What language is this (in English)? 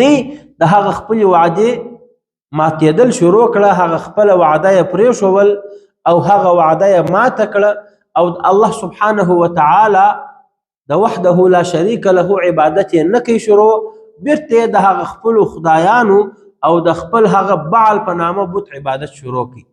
Pashto